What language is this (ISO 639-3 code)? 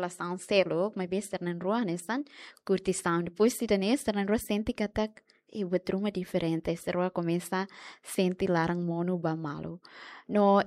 tet